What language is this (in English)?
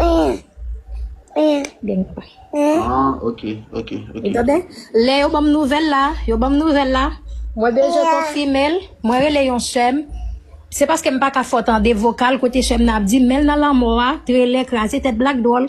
Haitian Creole